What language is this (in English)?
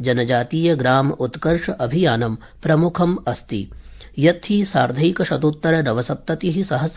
Sanskrit